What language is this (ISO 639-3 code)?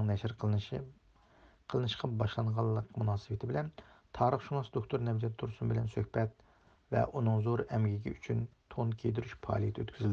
uig